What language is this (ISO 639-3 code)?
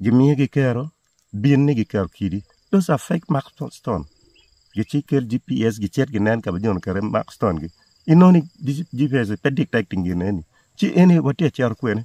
ach